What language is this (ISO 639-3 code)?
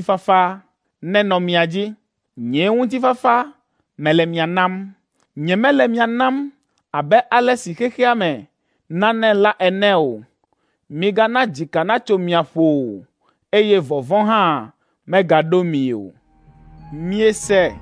ewe